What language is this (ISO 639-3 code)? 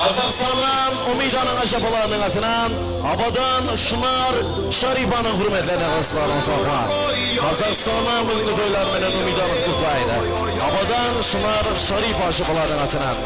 kaa